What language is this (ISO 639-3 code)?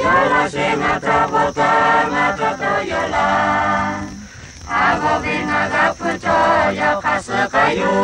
lhu